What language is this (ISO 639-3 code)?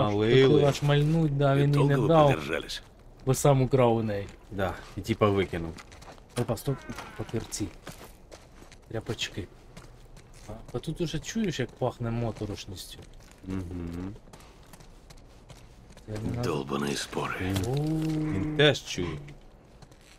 ukr